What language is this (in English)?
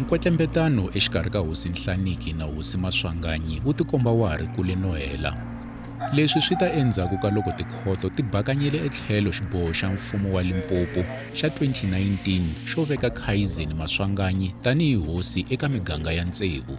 Tsonga